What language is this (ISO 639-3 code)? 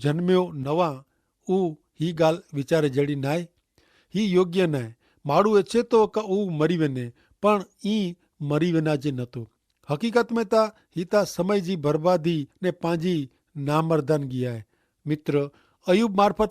kfr